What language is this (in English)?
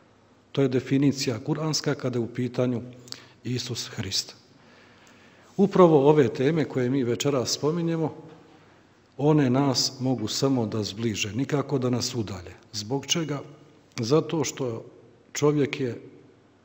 Bosnian